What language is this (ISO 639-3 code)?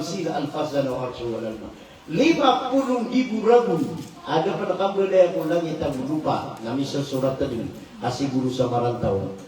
mrw